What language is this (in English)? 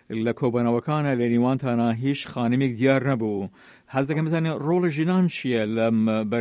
Central Kurdish